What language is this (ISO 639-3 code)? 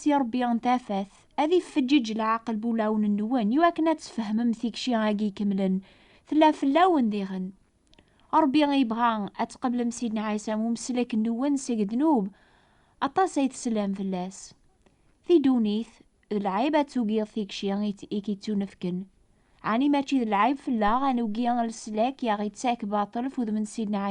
kab